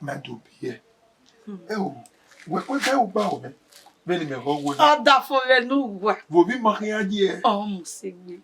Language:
Bini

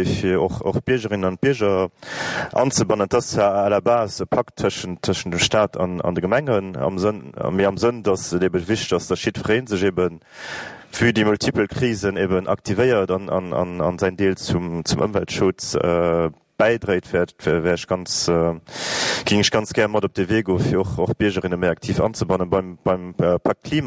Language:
Luxembourgish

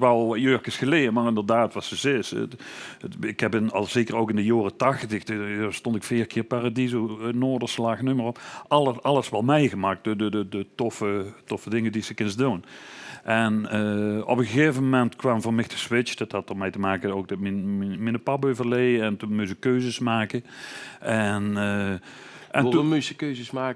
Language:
Limburgish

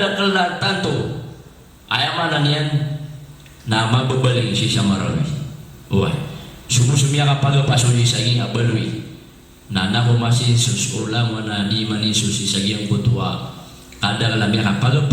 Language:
Maranao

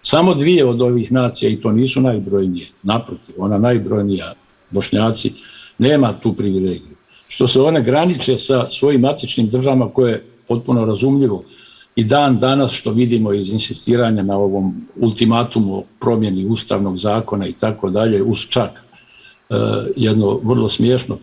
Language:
Bosnian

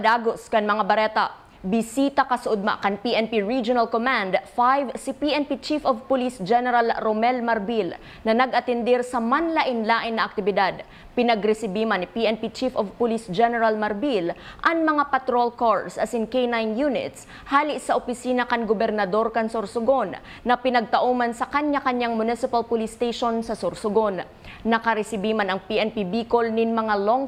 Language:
Bikol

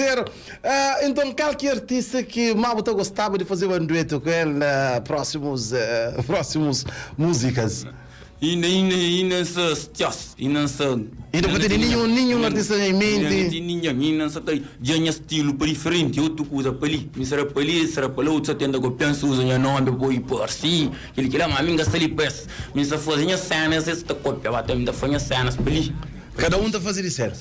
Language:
Kabuverdianu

